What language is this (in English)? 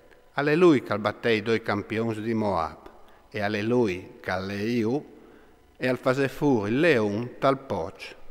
Friulian